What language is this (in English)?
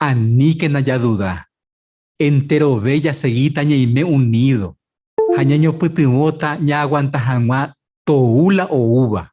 Guarani